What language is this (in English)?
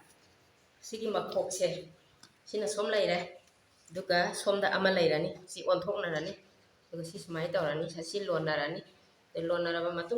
Manipuri